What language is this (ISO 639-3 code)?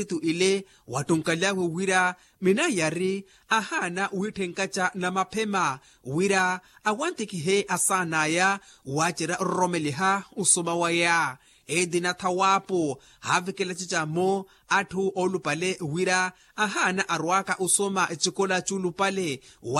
vmw